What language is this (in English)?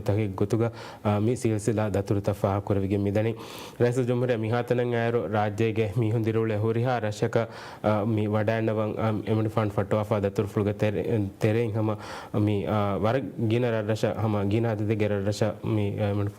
Divehi